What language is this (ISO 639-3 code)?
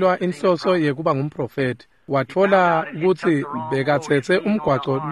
ssw